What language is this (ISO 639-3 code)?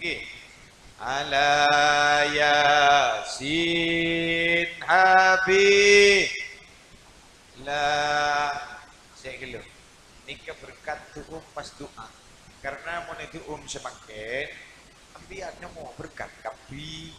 mad